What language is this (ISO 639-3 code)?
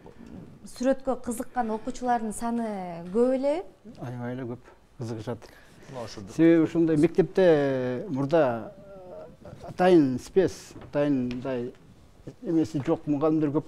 kir